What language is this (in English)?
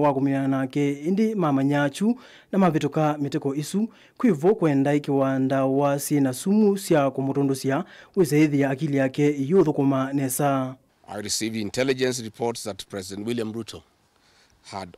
Kamba